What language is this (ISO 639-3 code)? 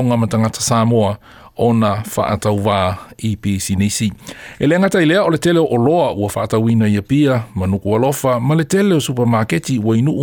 smo